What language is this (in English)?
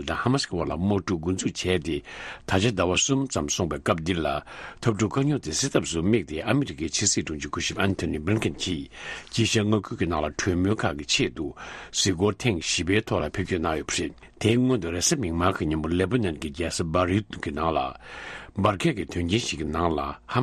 Tibetan